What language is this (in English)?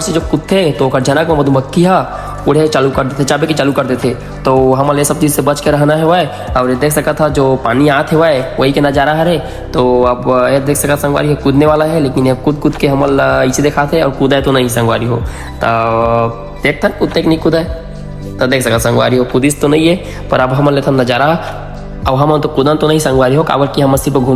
Chhattisgarhi